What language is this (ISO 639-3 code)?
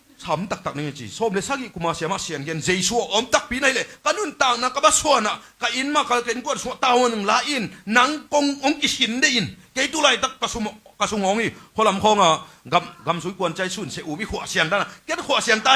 ctd